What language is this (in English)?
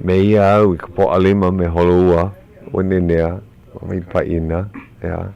Hawaiian